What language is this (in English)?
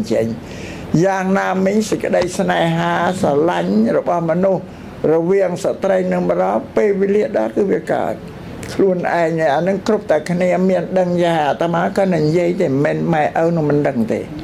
Khmer